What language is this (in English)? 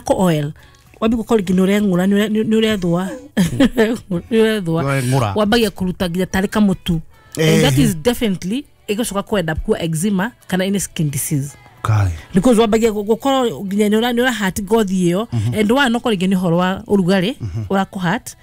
Kikuyu